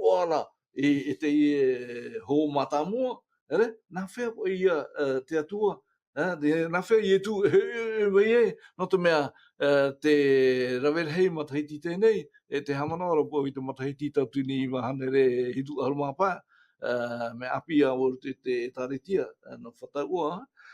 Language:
Tahitian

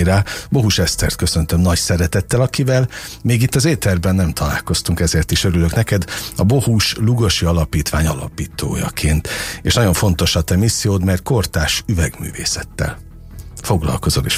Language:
Hungarian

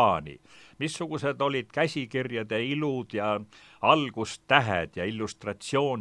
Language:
Estonian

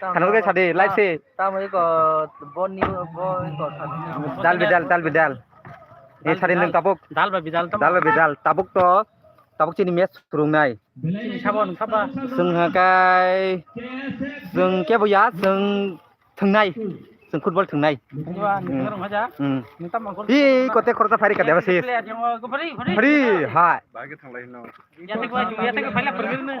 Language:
Kok Borok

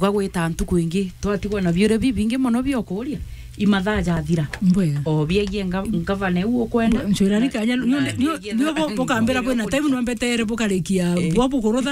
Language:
Meru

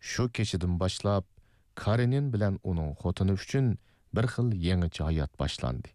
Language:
Uyghur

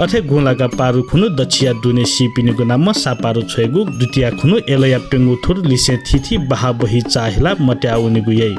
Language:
Newari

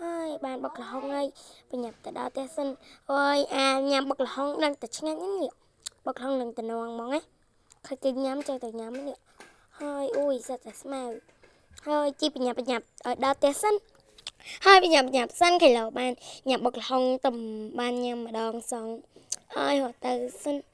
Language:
Khmer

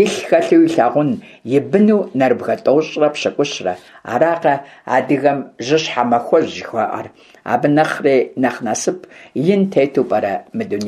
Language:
Kabardian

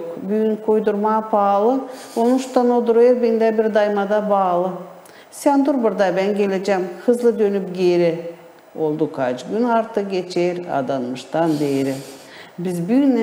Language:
Gagauz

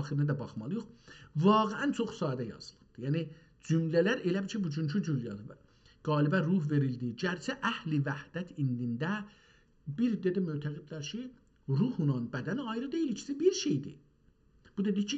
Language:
South Azerbaijani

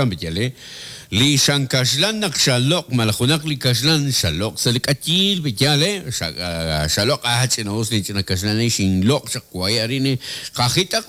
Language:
Kekchí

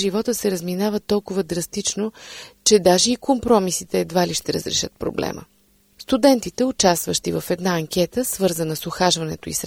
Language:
Bulgarian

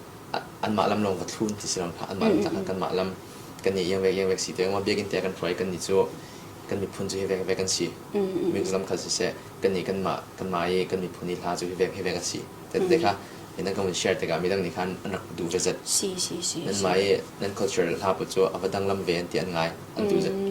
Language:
Falam Chin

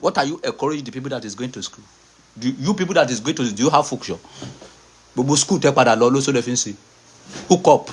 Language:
Yoruba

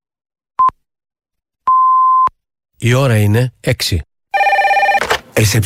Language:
Greek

